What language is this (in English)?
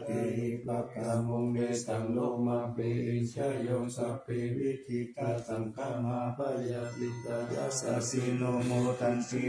Pali